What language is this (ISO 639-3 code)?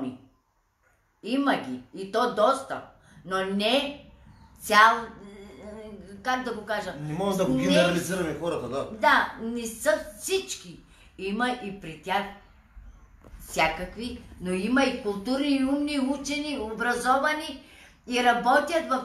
bul